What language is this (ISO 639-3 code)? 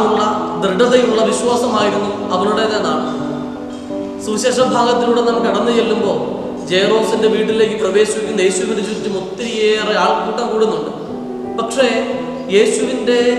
mal